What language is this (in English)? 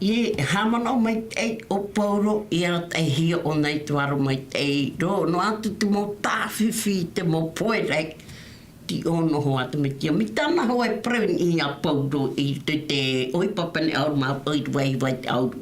Tahitian